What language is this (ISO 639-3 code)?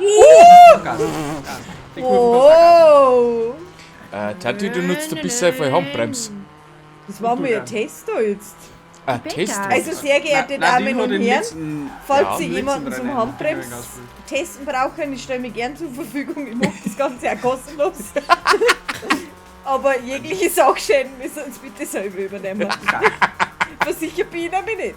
bar